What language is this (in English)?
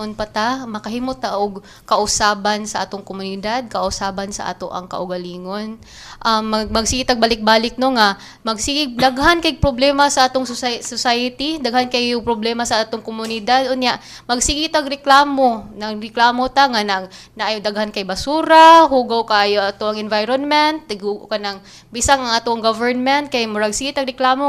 Cebuano